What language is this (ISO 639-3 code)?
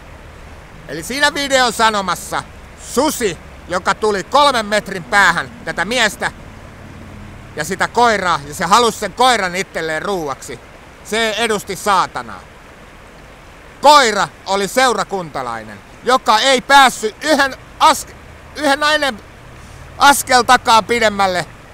fin